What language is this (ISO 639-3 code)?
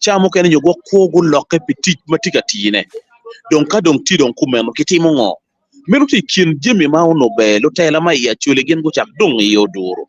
ach